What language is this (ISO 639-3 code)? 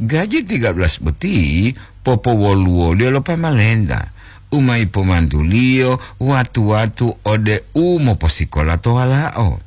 gor